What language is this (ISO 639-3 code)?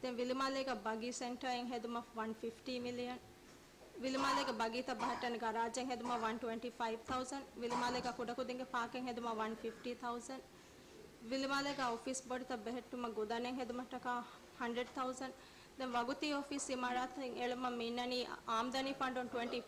div